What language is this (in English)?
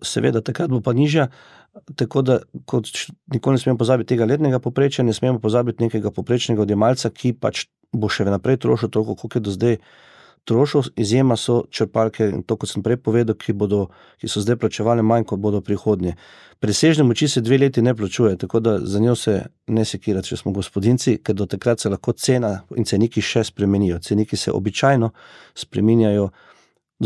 Slovenian